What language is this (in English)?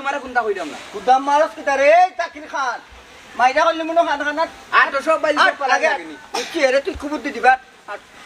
Sylheti